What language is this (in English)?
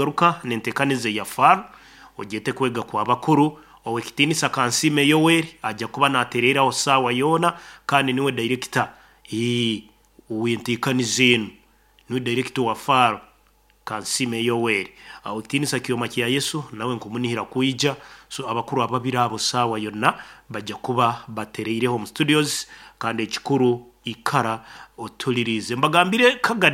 Nyoro